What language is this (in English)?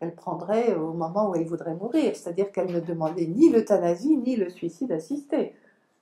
French